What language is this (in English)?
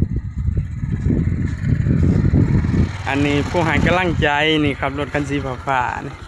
Lao